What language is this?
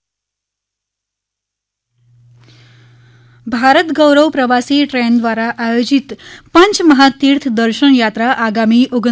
Gujarati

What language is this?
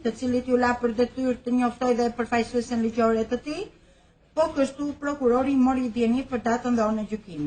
Albanian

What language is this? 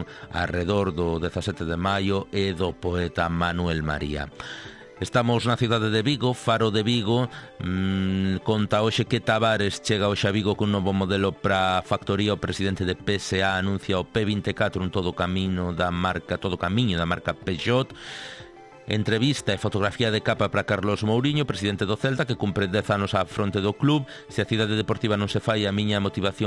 Galician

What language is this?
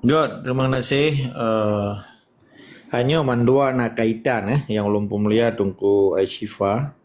Achinese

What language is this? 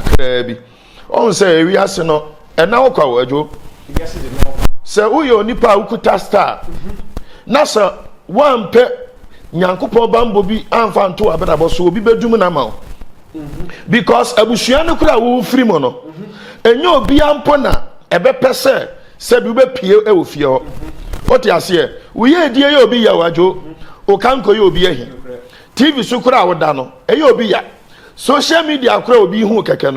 Akan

